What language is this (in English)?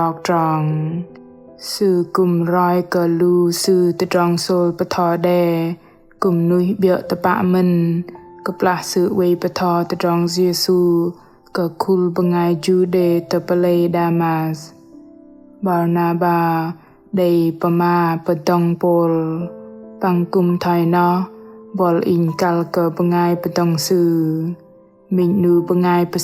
Bahnar